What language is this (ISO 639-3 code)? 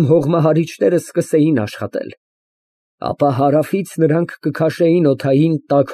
hye